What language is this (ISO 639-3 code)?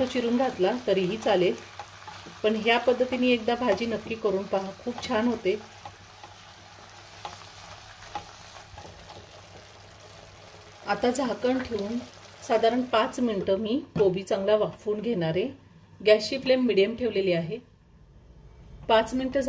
mar